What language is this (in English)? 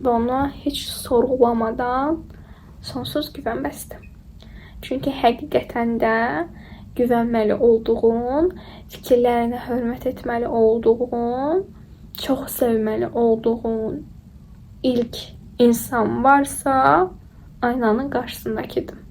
Azerbaijani